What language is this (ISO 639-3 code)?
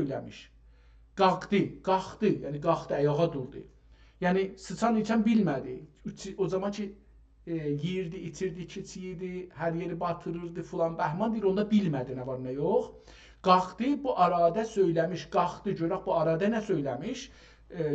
azb